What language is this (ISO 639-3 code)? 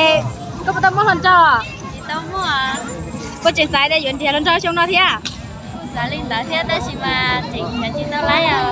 hmn